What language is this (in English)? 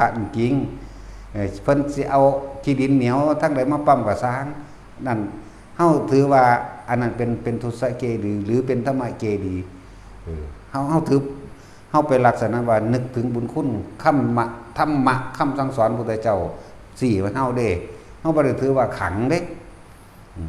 Northeastern Thai